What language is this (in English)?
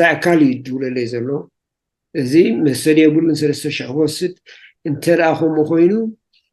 Tigrinya